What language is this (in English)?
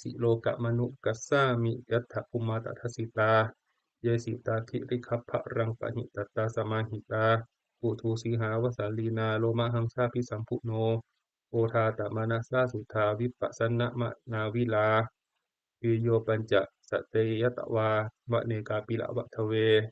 Pali